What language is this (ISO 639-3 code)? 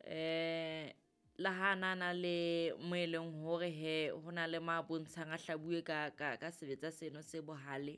sot